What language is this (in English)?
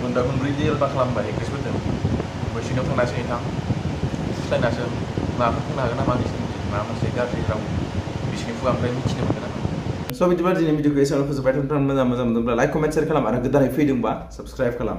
Bodo